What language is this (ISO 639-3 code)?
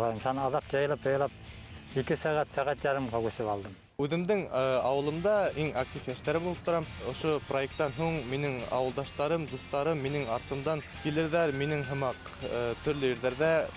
bak